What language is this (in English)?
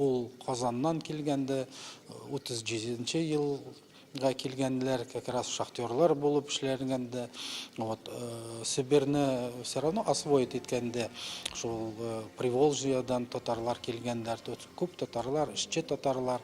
Tatar